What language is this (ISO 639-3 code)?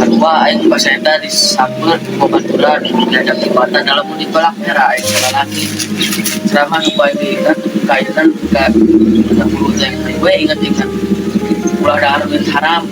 sun